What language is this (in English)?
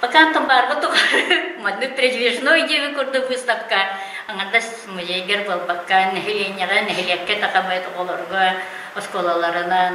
Yakut